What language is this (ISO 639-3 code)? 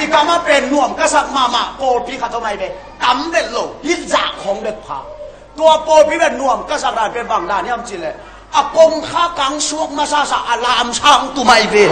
ctd